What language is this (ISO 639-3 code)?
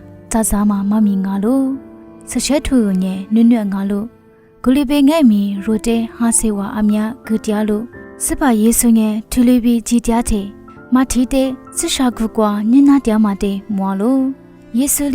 lis